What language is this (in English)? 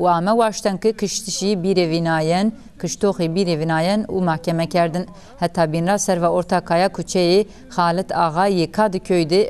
Zaza